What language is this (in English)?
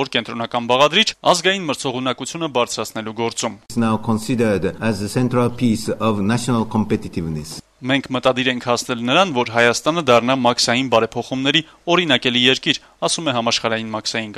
Armenian